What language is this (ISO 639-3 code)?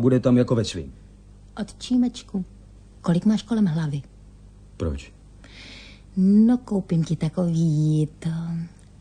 ces